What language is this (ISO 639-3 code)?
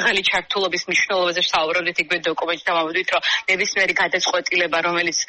kat